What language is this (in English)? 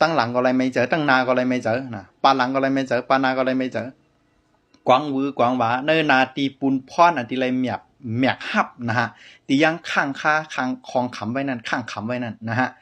Shan